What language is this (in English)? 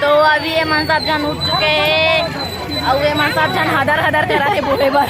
Chhattisgarhi